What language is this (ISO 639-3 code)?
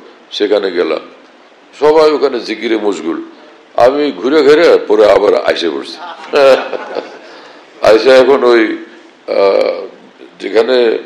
ben